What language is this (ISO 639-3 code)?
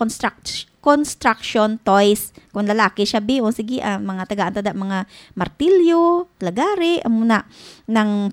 hil